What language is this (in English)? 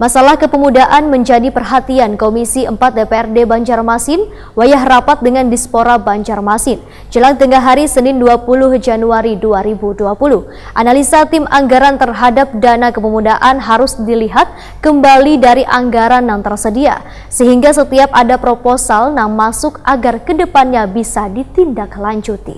Banjar